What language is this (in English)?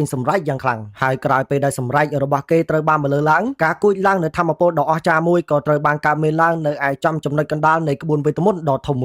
Khmer